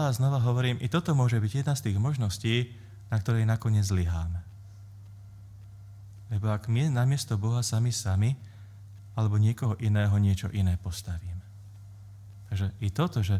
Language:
Slovak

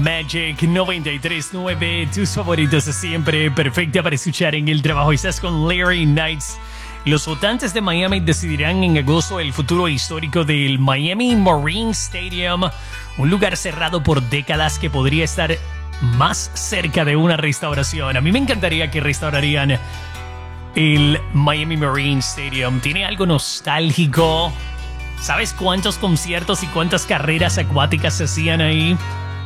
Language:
Spanish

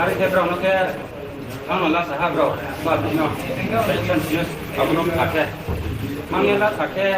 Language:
Riang (India)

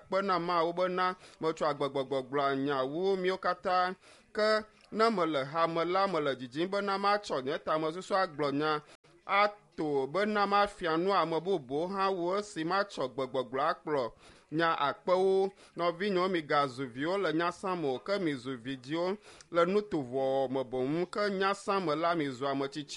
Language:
Ewe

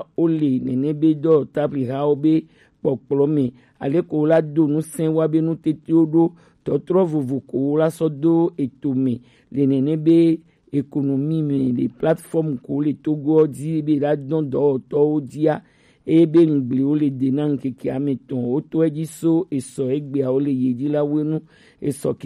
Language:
Gen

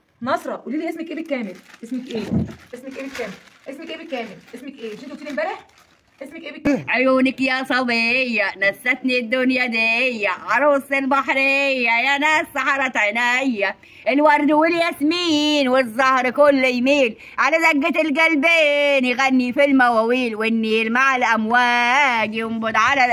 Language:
Egyptian Arabic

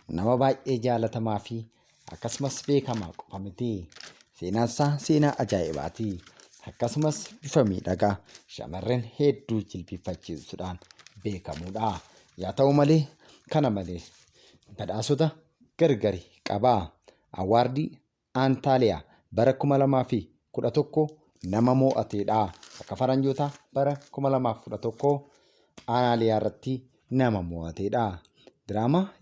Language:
Oromo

